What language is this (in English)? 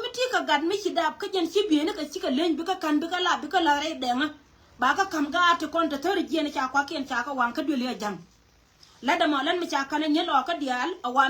Nuer